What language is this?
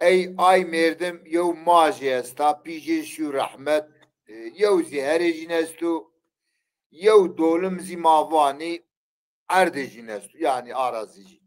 Zaza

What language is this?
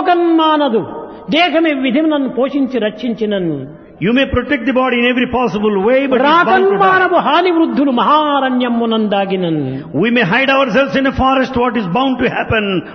Telugu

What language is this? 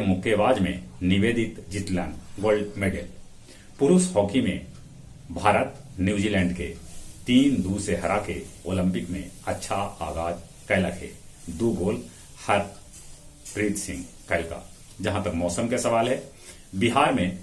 Magahi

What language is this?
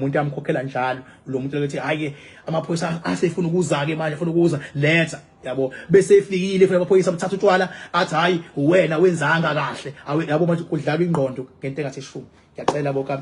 Zulu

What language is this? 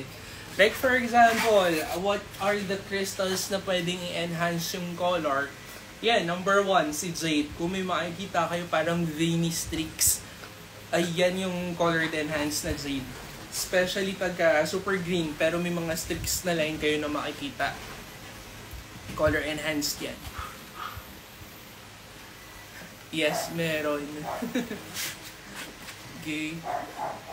Filipino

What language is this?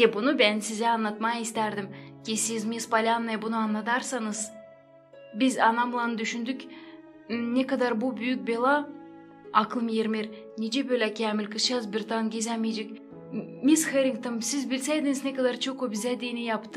Gagauz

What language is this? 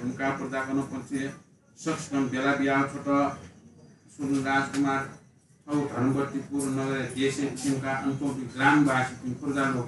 Newari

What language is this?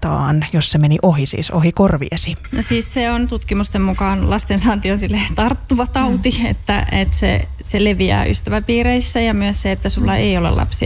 Finnish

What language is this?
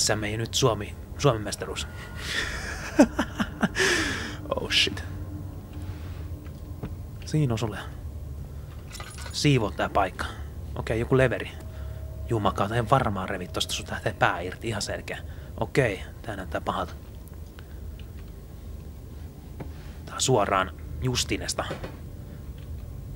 Finnish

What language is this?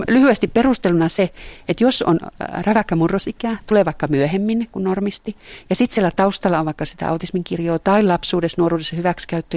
Finnish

